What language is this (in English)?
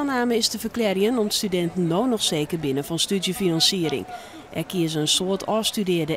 Western Frisian